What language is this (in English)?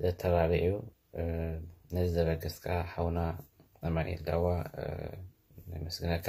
Tigrinya